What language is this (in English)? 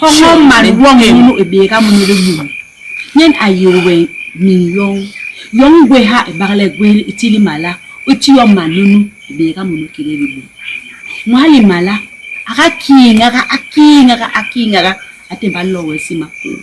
Basaa